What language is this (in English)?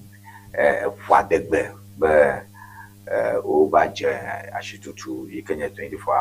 Ewe